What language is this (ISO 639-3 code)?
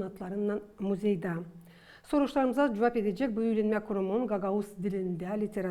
gag